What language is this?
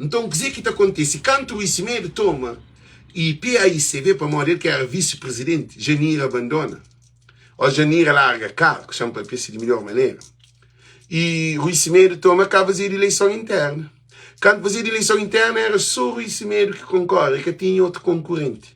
Kabuverdianu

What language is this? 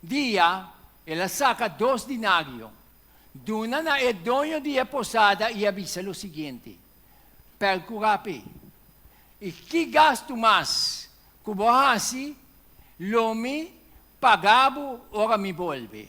Papiamento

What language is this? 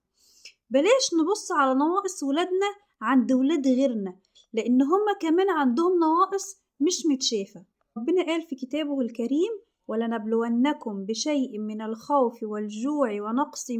Egyptian Arabic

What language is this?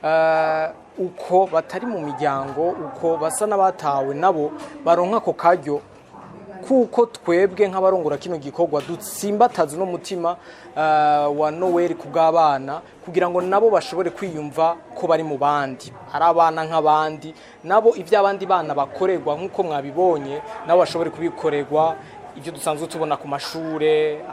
Rundi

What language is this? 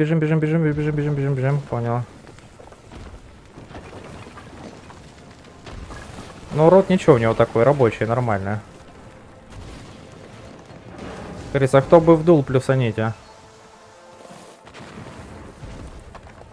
Russian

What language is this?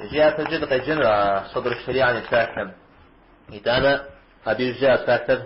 Kabardian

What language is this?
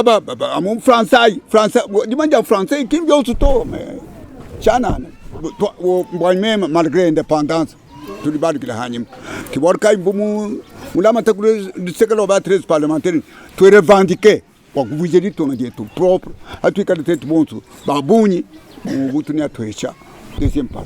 Luba-Lulua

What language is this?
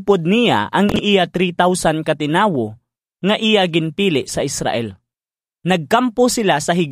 Hiligaynon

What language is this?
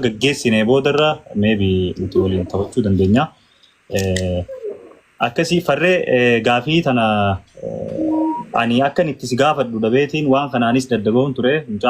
Oromo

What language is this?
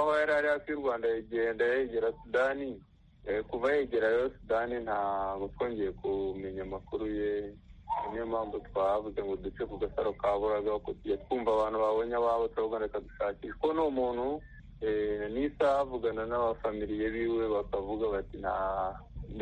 Kinyarwanda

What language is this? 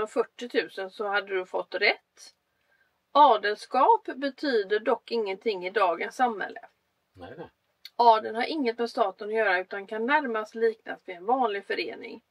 Swedish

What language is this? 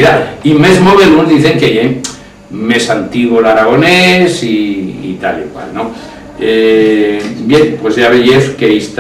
Aragonese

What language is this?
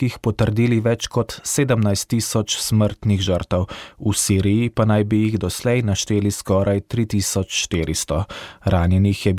Slovenian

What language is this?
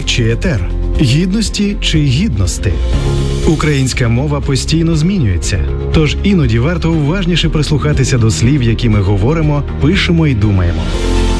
Ukrainian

